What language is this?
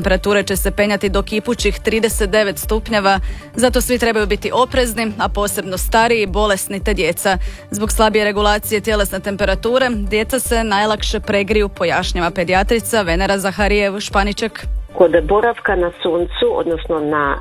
Croatian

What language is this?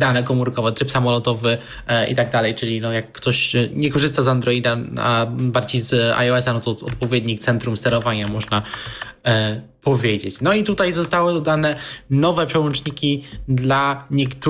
Polish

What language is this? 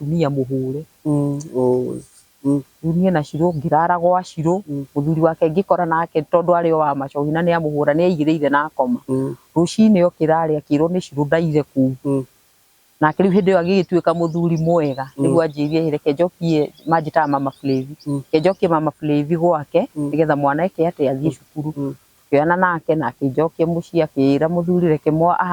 Kikuyu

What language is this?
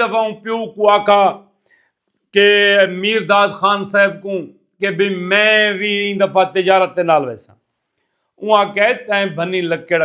Saraiki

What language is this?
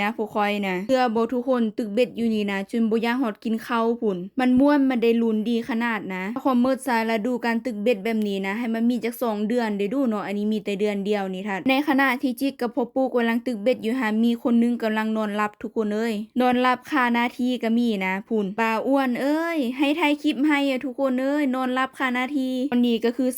Lao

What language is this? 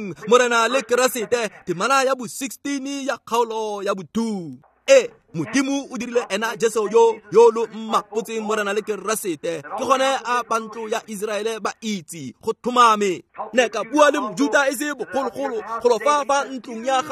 Tswana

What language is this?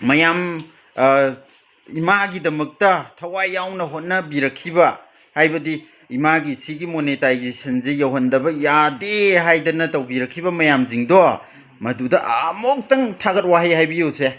Manipuri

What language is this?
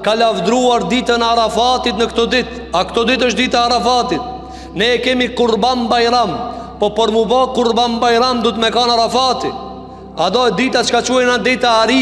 Albanian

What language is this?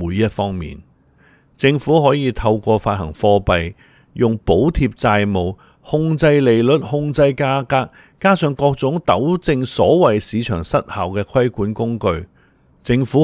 Cantonese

